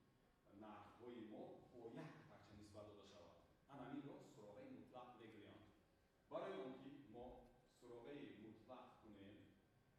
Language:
Tajik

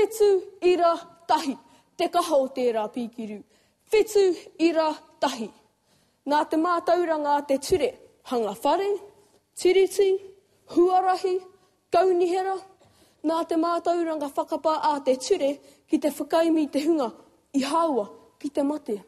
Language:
Māori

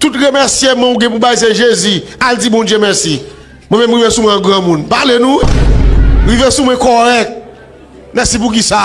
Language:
Haitian Creole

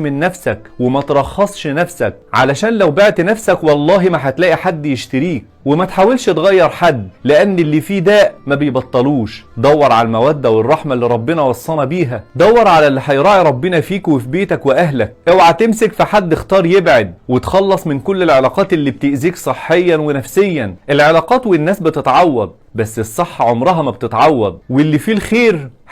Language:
Egyptian Arabic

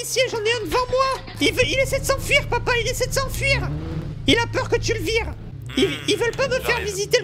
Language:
French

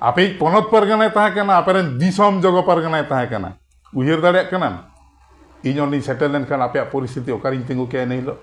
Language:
Santali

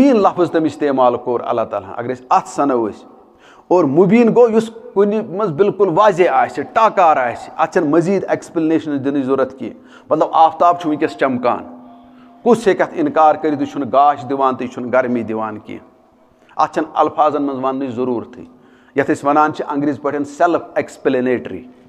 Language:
Kashmiri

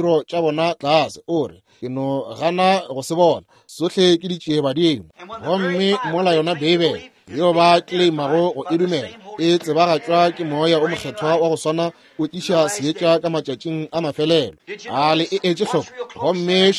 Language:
Northern Sotho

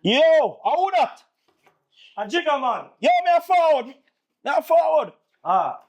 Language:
Jamaican Creole English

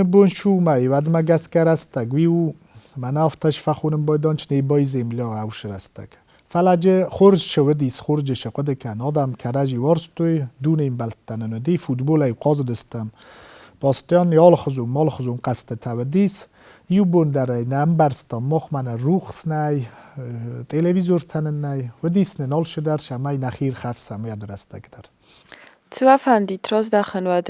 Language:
Ossetic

